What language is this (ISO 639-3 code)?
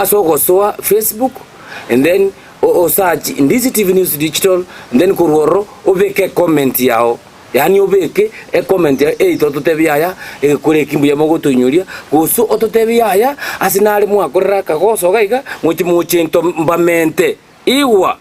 guz